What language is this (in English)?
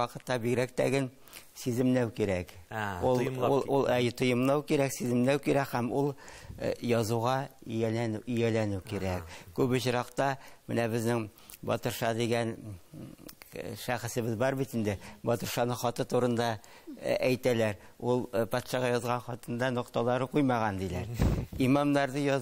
Tatar